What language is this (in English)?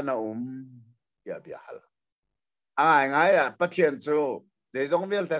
Hakha Chin